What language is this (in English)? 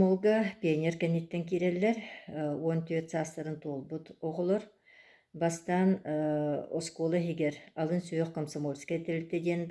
Yakut